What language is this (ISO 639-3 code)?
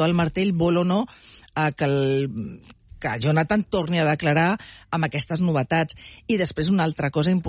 cat